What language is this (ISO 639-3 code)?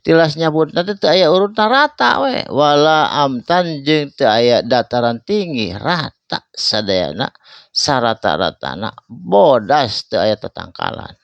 sun